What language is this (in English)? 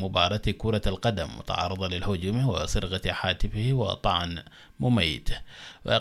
Arabic